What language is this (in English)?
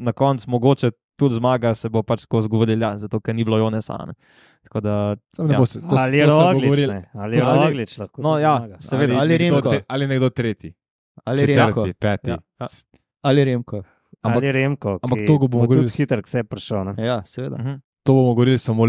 Slovenian